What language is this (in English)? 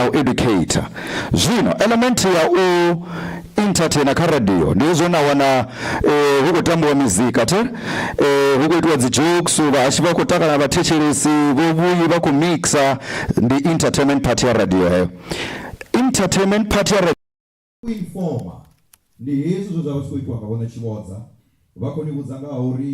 Venda